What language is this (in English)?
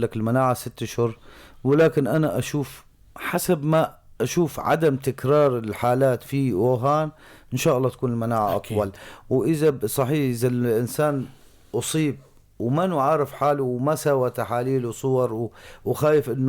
North Levantine Arabic